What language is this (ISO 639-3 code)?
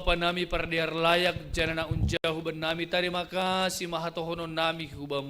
bts